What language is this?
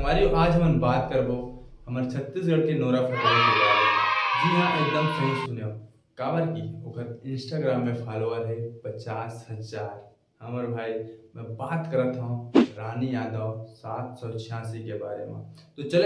Chhattisgarhi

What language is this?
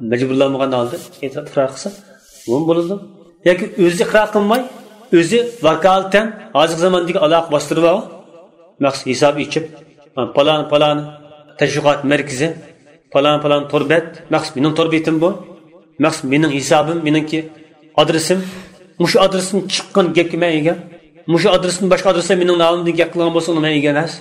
Uyghur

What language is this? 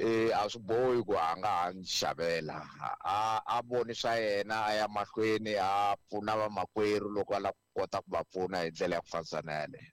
Tsonga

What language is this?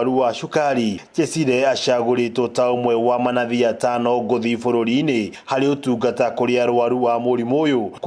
Kikuyu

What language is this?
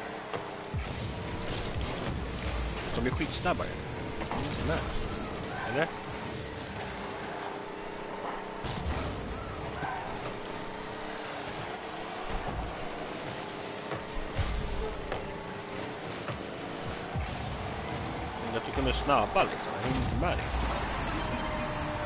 Swedish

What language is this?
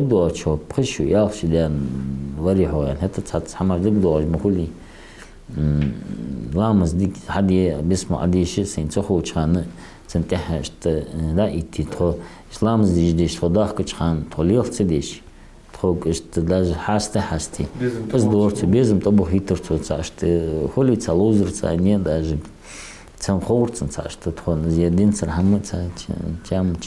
Ingush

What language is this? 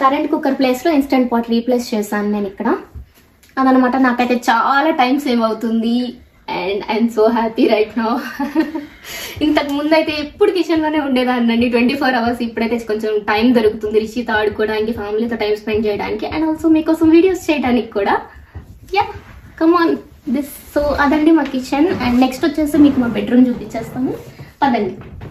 Telugu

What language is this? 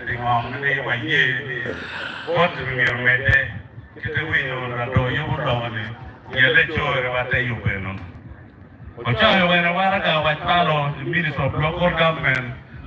Acoli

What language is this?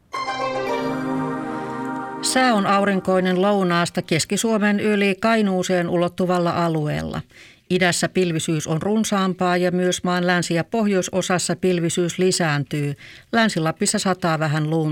Finnish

